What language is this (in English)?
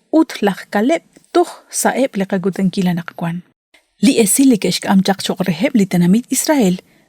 Kekchí